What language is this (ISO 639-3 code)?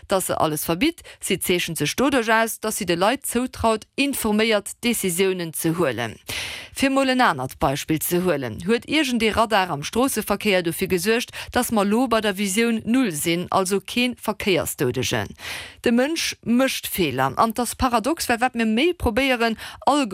ltz